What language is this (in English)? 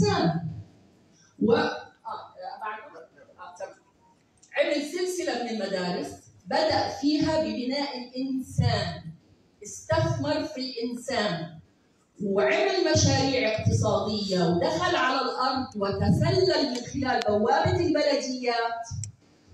Arabic